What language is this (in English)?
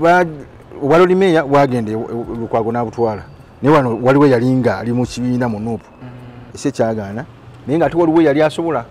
Ganda